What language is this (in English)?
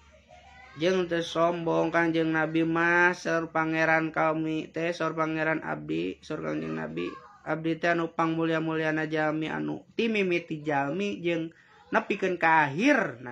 Sundanese